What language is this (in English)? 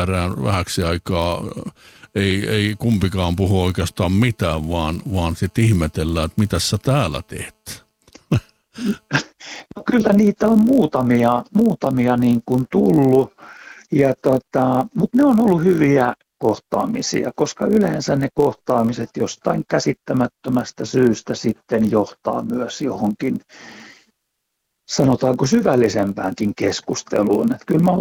Finnish